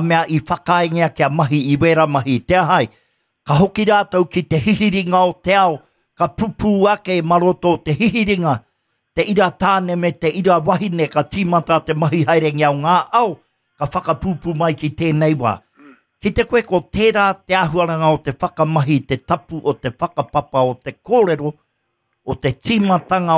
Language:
Māori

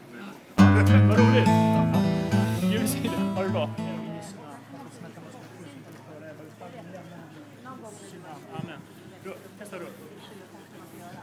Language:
Swedish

